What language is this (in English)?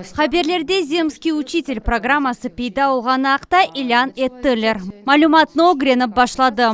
Crimean Tatar